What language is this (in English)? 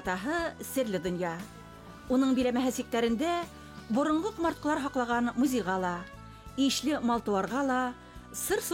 Bashkir